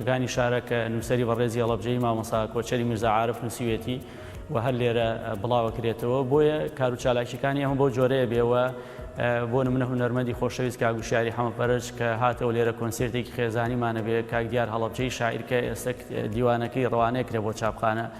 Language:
Central Kurdish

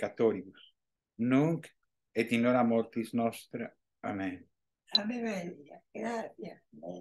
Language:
Latin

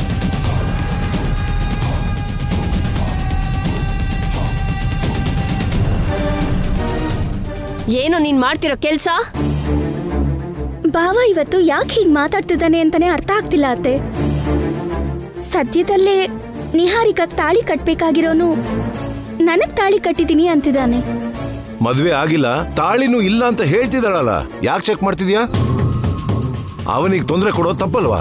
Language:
Kannada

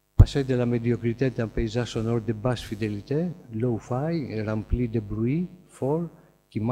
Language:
French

